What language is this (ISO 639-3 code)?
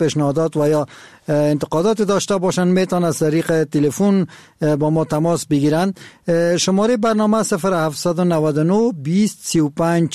fas